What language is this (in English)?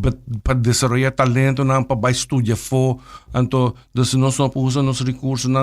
Papiamento